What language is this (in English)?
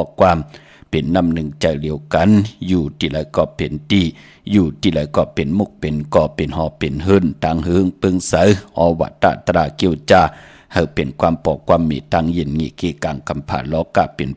Shan